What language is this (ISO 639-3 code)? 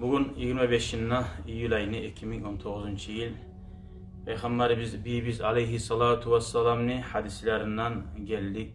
kum